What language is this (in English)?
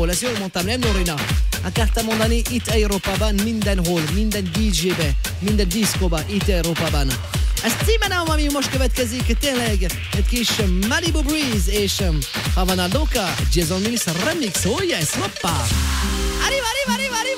Hungarian